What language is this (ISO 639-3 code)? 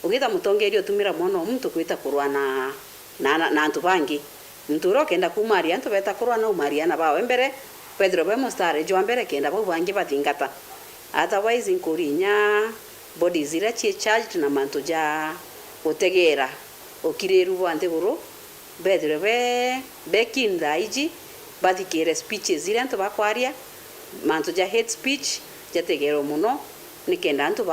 mer